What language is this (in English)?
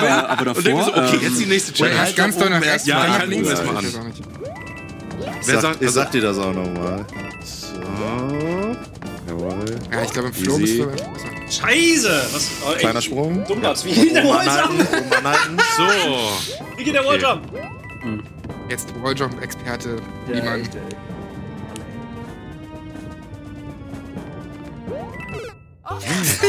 German